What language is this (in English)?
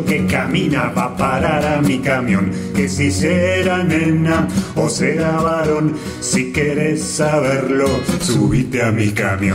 Spanish